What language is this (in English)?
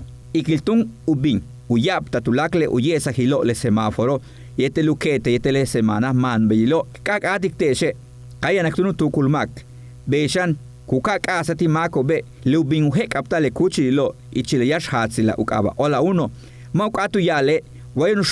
Yucateco